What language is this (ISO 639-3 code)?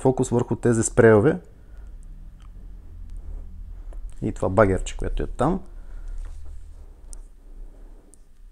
bul